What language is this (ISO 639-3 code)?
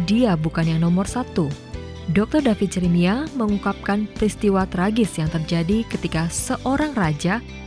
ind